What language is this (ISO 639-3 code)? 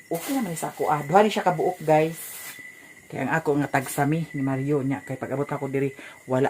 ceb